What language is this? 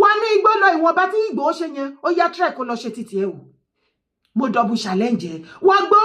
Yoruba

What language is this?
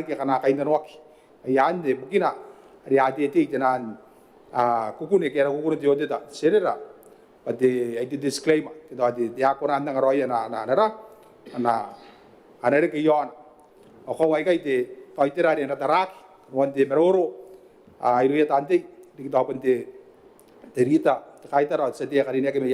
Gilbertese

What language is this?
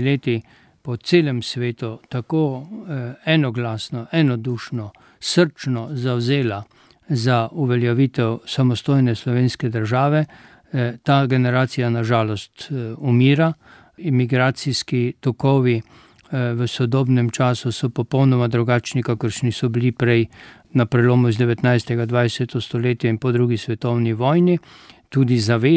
Slovenian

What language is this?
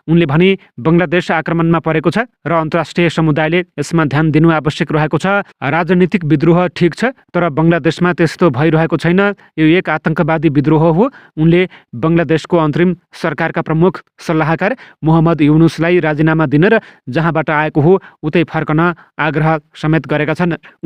Nepali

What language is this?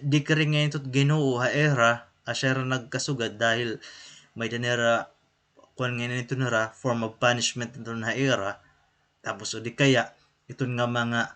Waray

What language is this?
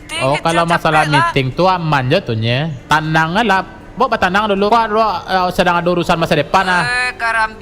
Minangkabau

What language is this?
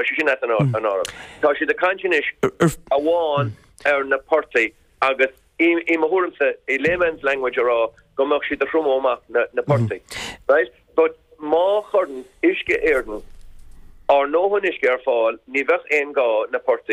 Irish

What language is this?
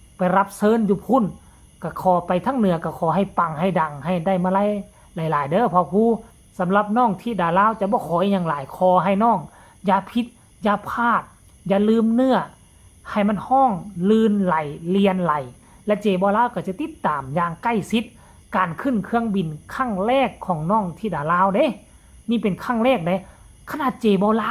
Northeastern Thai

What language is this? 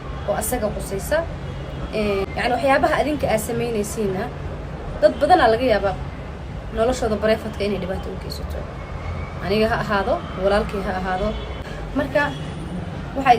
Somali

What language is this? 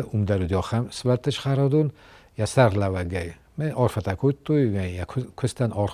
Ossetic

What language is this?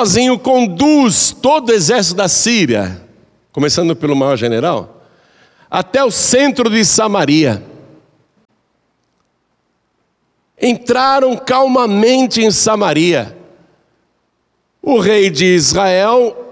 Portuguese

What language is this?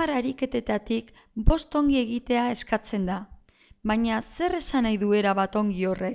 Basque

